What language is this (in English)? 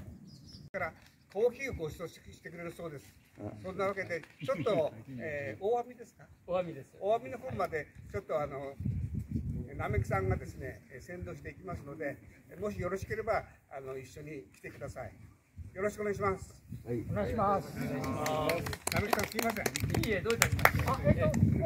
Japanese